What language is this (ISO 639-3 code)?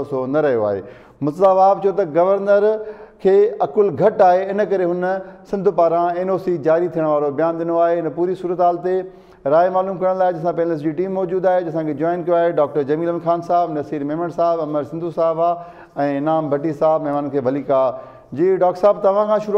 snd